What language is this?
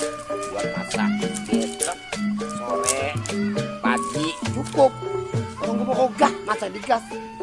Betawi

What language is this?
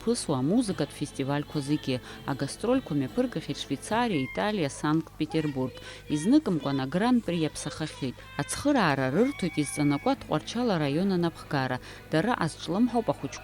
Abkhazian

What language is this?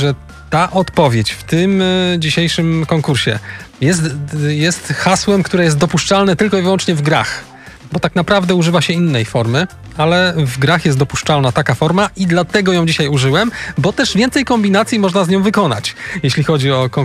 Polish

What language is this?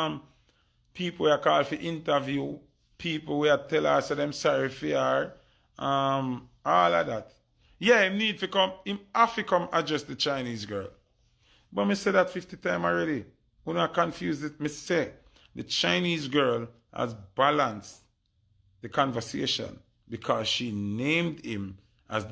Jamaican Creole English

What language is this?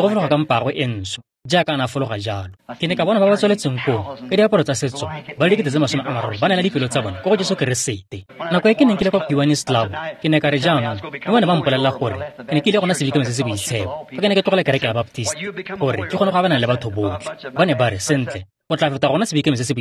Tswana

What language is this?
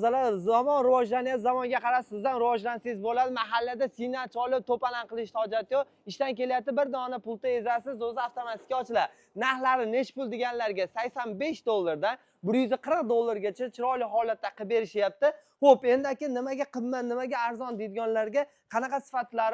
Uzbek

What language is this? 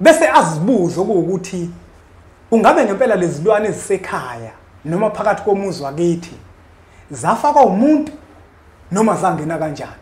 Zulu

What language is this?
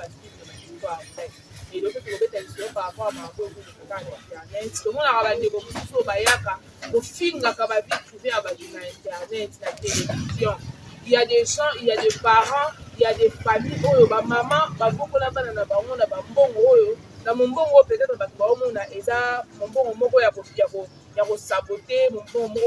Lingala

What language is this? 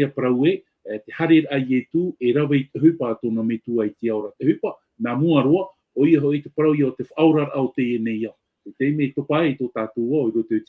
Tahitian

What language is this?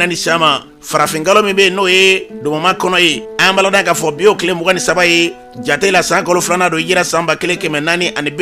Bambara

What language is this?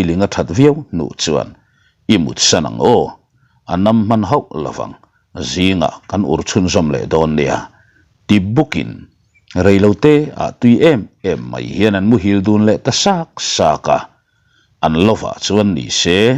Mizo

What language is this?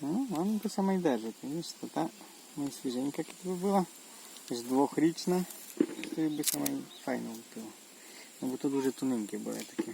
Rusyn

